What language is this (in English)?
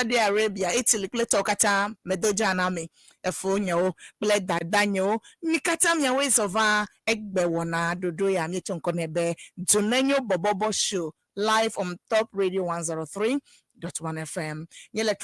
Ewe